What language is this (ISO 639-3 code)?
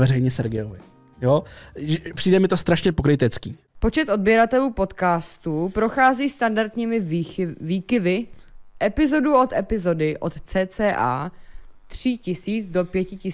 ces